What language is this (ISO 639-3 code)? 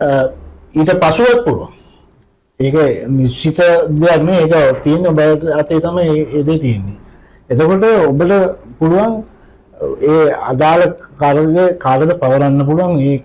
sin